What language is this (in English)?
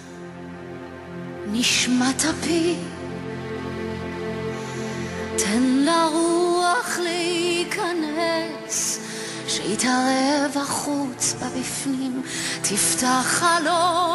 Hebrew